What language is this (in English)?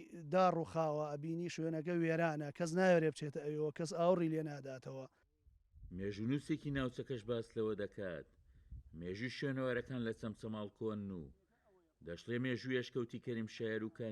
Central Kurdish